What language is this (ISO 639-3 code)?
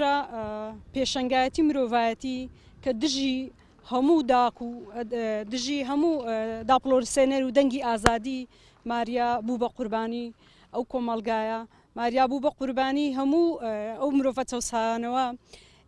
ckb